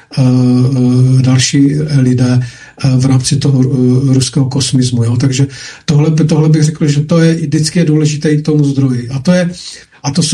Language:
Czech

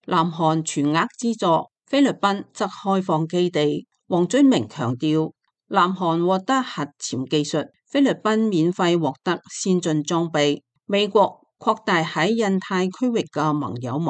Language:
Cantonese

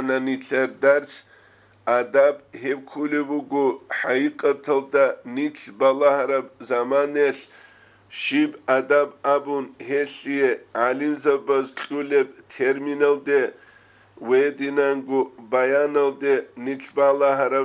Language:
Avaric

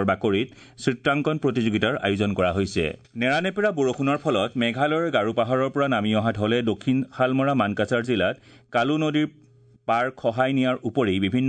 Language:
Assamese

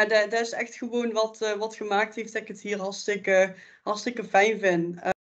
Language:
Dutch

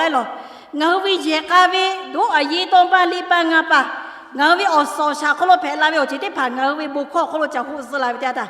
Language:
Lahu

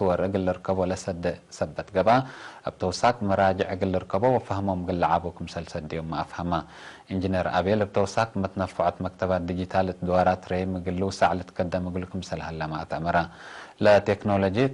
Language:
Tigre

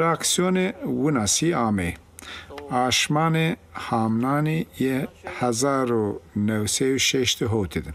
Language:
Zaza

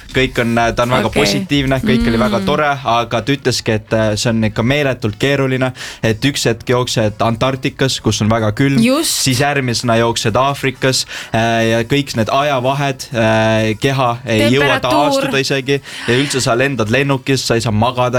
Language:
Estonian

